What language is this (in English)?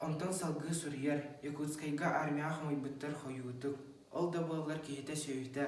Yakut